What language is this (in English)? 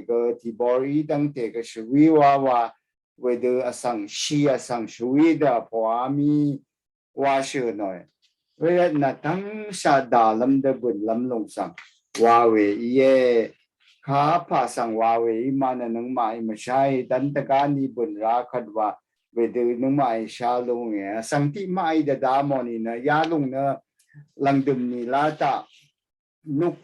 Rawang